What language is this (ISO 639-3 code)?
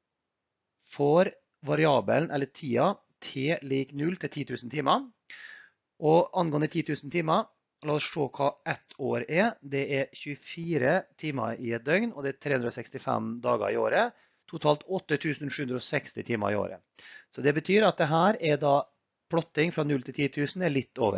nor